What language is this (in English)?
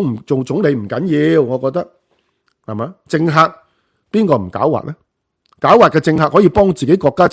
Cantonese